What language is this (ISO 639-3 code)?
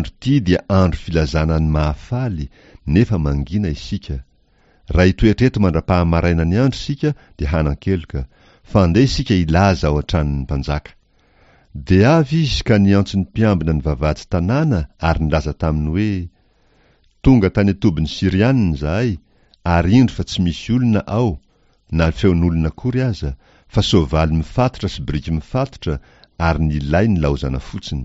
mlg